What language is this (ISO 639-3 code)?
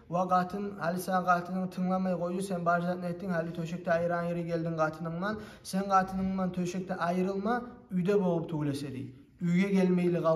kum